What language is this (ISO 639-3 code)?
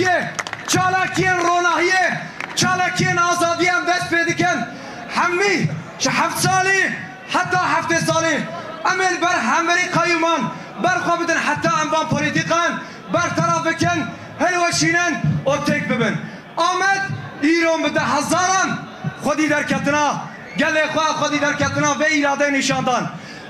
kur